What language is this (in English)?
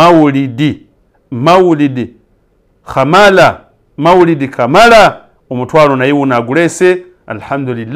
Ganda